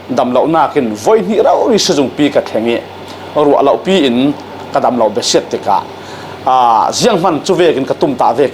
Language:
Falam Chin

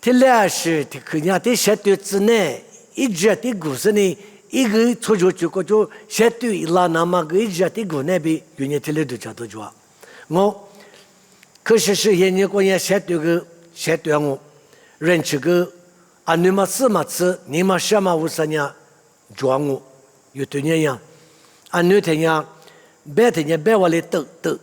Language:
Lisu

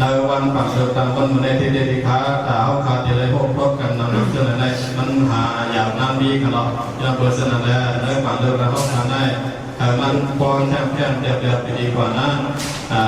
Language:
Shan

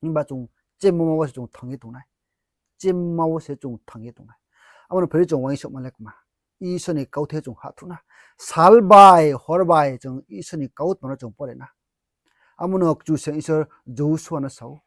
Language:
Riang (India)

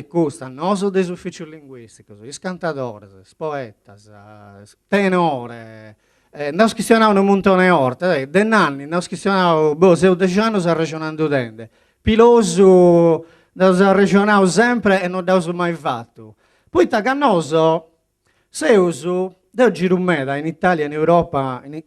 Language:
Sardinian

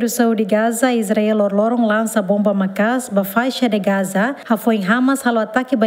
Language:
Tetum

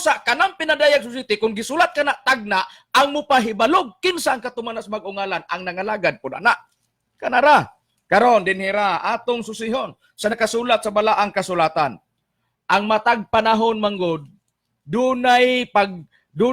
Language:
Cebuano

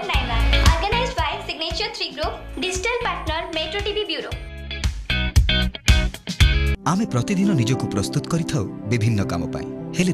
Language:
Odia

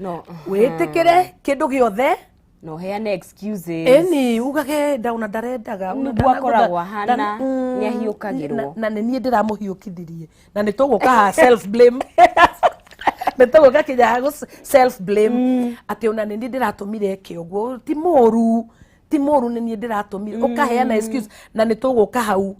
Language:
Kikuyu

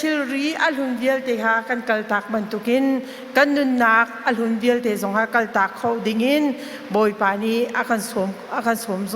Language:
Hakha Chin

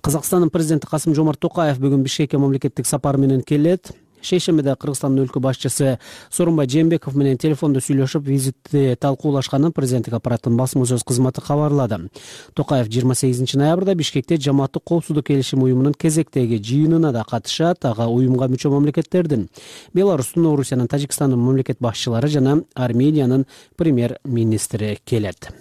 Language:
Kyrgyz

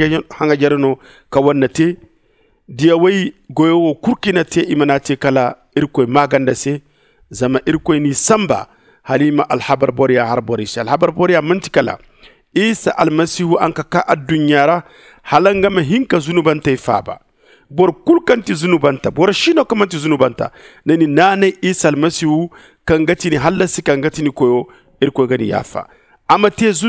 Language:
Zarma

